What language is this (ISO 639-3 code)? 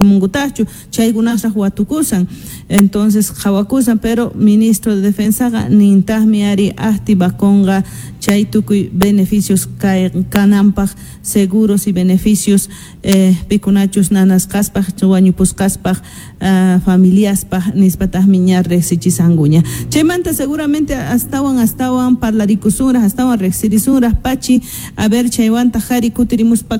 que